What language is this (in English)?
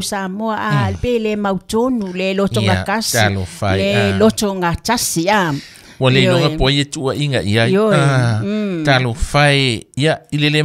Samoan